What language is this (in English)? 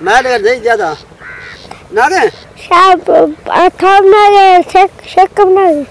Saraiki